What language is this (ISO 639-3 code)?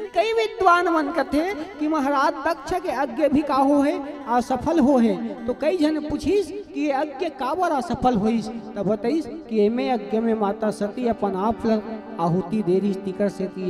hne